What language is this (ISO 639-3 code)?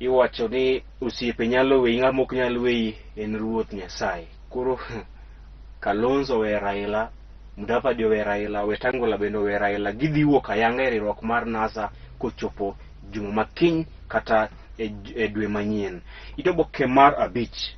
luo